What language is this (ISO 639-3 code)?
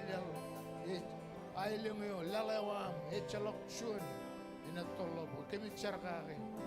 mah